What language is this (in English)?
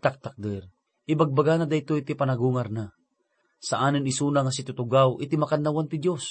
Iloko